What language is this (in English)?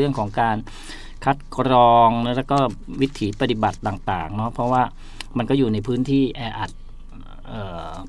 Thai